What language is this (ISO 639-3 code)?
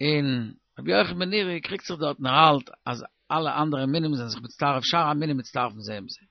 yid